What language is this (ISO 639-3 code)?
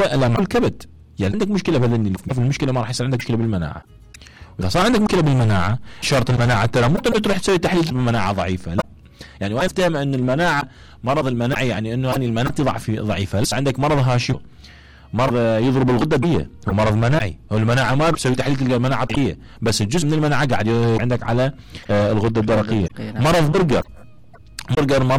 acm